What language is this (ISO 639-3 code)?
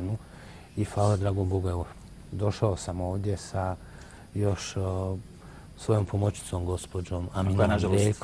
bos